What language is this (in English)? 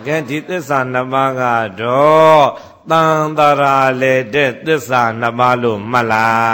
Burmese